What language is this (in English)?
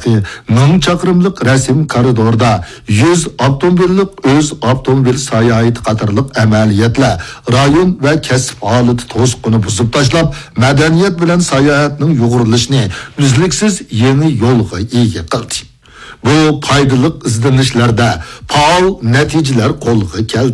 Uyghur